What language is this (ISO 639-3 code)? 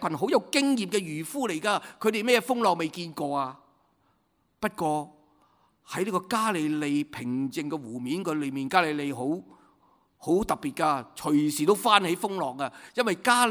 yue